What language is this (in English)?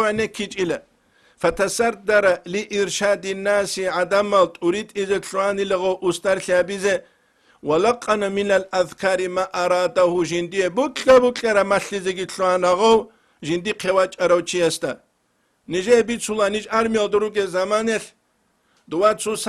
Avaric